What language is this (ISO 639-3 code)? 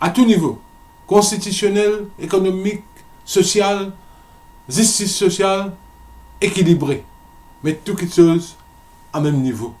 mfe